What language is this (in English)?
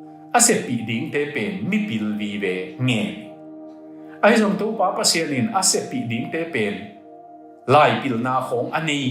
Tedim Chin